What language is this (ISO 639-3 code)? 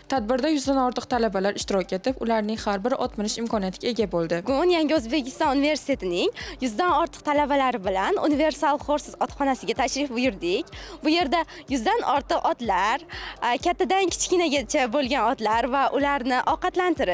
uzb